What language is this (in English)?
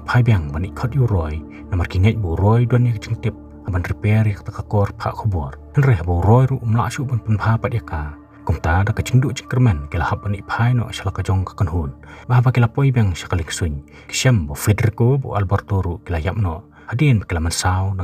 Khasi